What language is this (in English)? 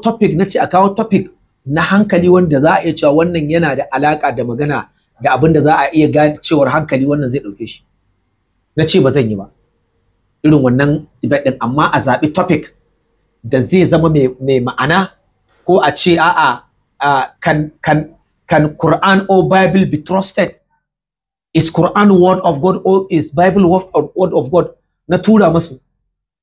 Hausa